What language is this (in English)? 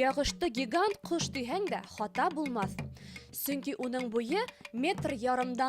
Bashkir